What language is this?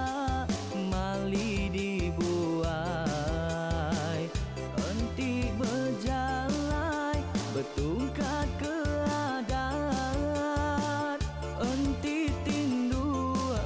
Iban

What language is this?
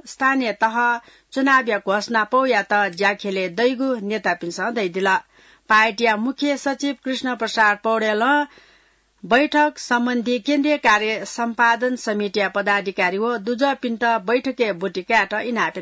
Newari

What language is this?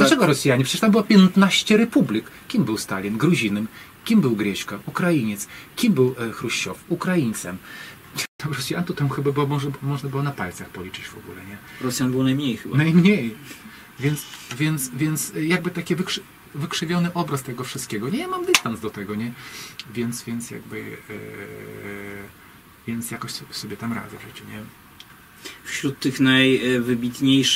Polish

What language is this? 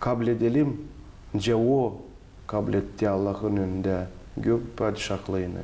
Gagauz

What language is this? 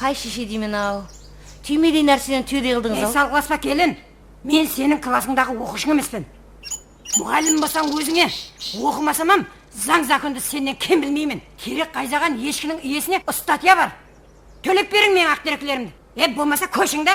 Kara-Kalpak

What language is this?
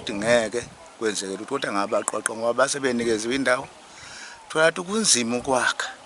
Zulu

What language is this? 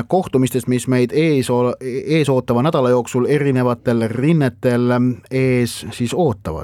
Estonian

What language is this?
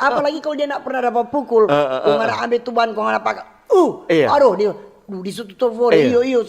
Manado Malay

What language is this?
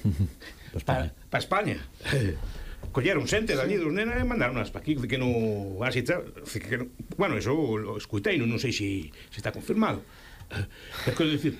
Galician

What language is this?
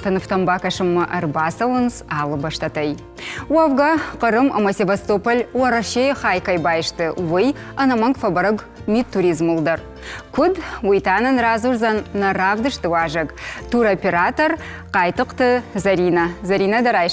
Ossetic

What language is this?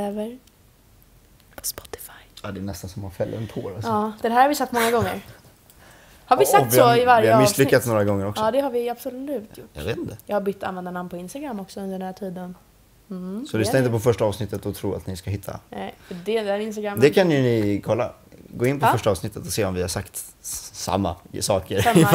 Swedish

